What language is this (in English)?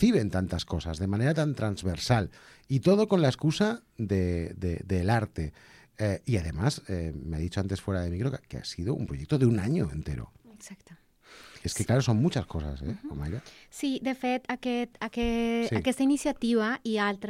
Catalan